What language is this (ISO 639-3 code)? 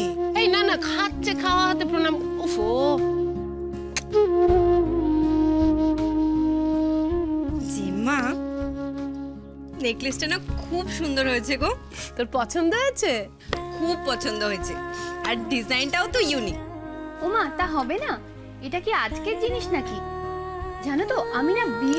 ben